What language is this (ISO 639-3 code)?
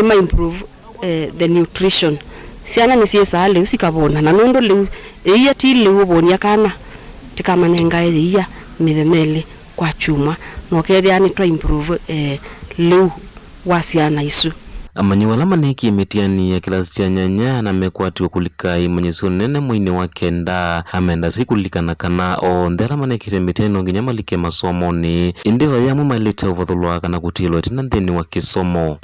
kam